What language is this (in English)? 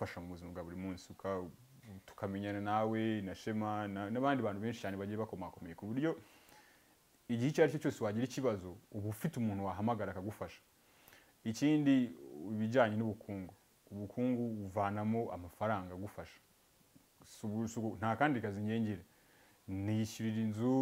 Kinyarwanda